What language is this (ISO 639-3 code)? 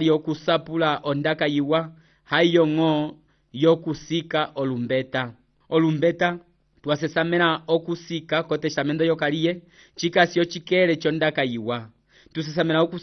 umb